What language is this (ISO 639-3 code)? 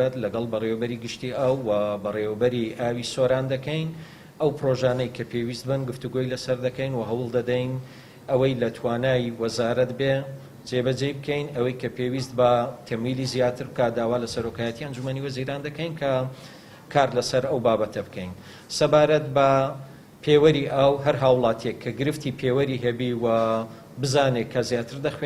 ckb